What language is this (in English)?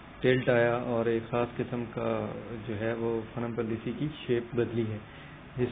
Urdu